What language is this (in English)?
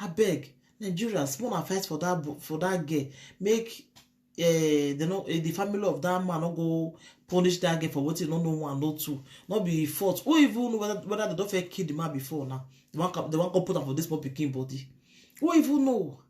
Nigerian Pidgin